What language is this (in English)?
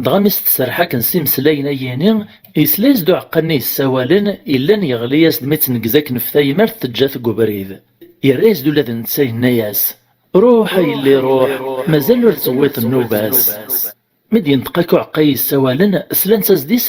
Kabyle